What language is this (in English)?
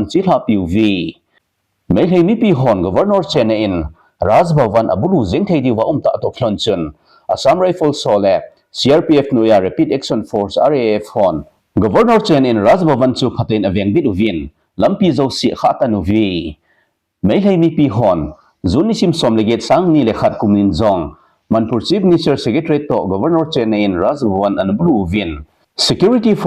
Thado Chin